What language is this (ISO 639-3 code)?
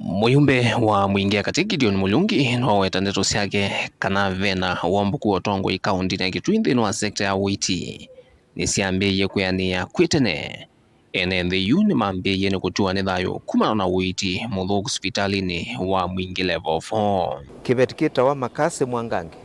kam